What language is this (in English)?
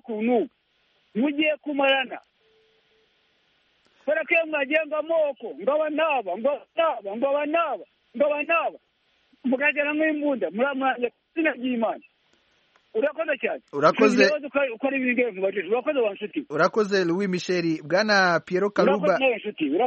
Kinyarwanda